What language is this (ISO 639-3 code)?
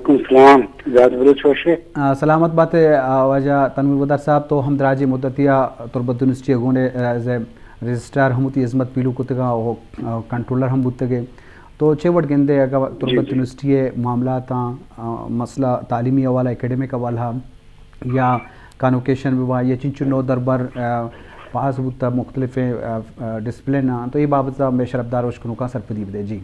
bgp